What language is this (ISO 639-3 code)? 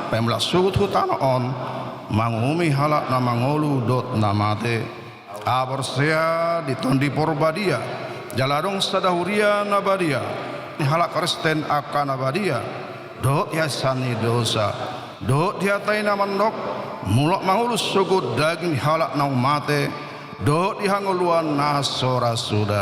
bbc